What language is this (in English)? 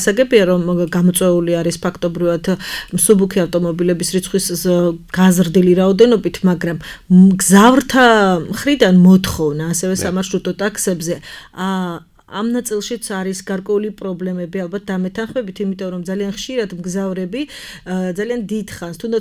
Georgian